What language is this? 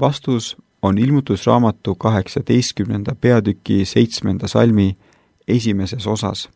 Estonian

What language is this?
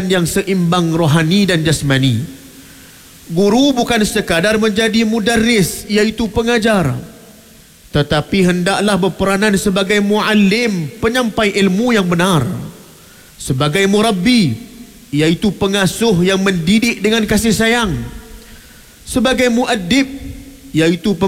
Malay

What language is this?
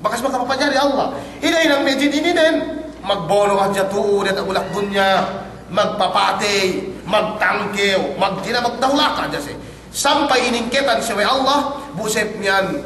Yakan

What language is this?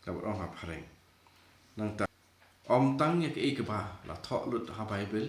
Khasi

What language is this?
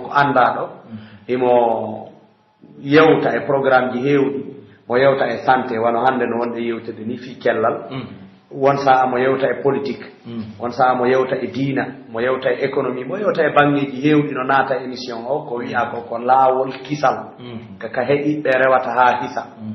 Pular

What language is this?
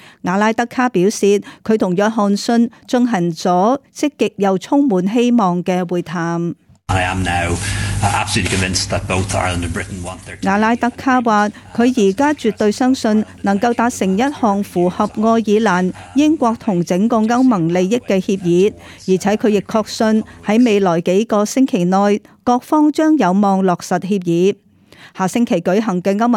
Cantonese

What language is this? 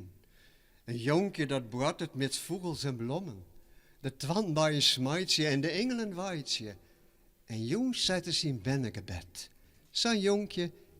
Western Frisian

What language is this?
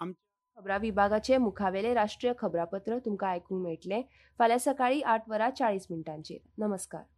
Konkani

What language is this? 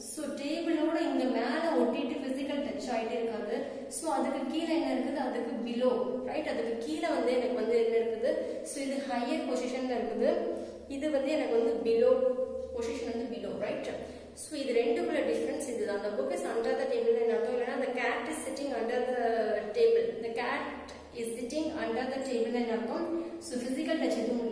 Tamil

